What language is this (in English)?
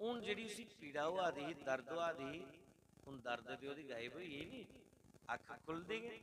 Dogri